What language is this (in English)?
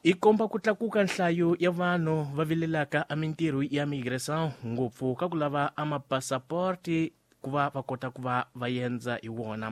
Tsonga